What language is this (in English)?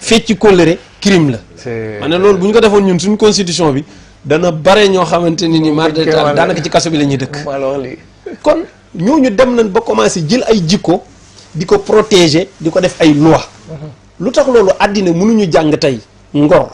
Wolof